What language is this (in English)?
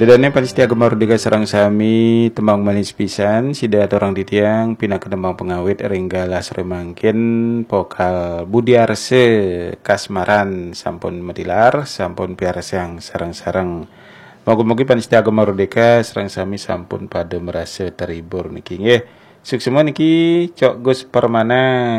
Balinese